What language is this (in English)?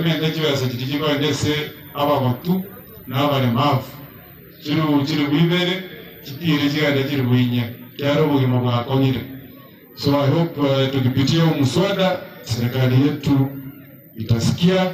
Gusii